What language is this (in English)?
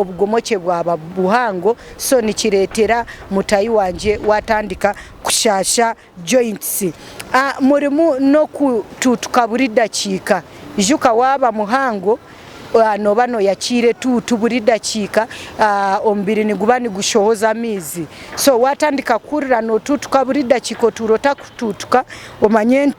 Nyankole